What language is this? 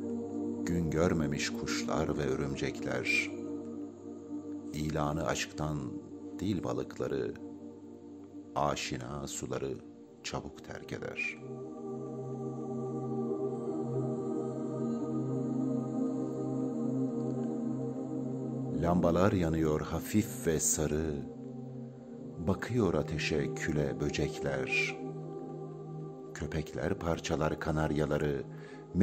Turkish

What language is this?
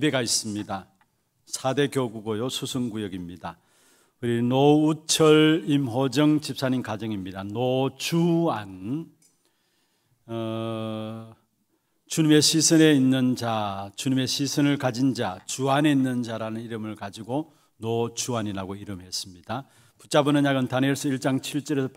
Korean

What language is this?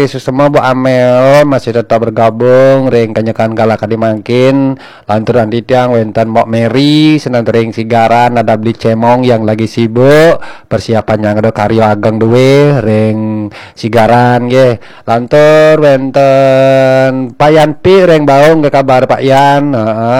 Balinese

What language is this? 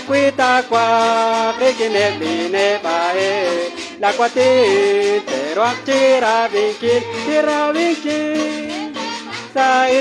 Kekchí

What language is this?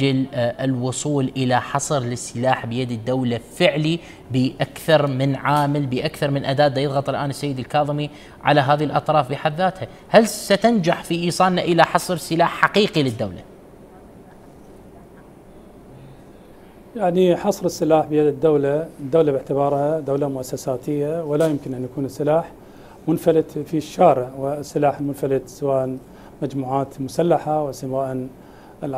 Arabic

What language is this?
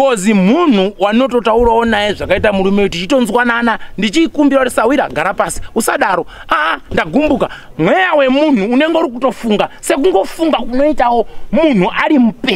Shona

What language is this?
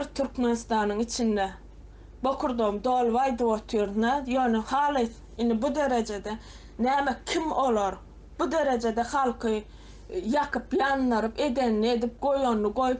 Turkmen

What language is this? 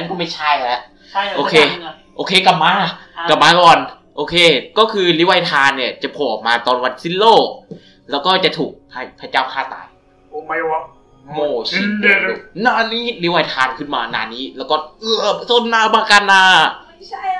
Thai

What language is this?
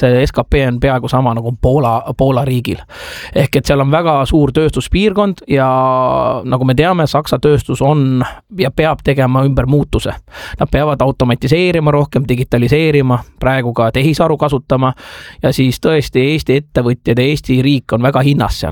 Estonian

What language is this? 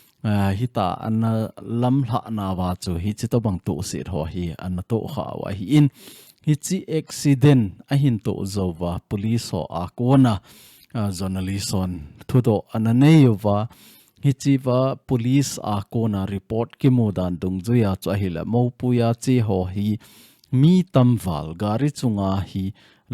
Thado Chin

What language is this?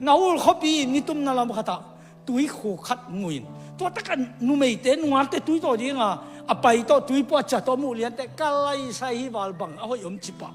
Tedim Chin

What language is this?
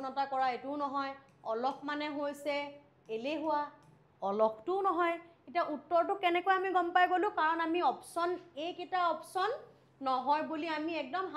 Assamese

